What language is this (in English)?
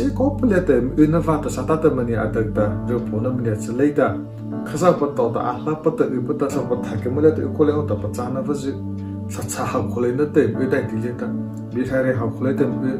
Mara Chin